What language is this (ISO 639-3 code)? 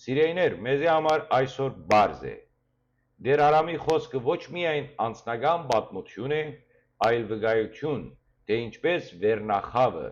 hyw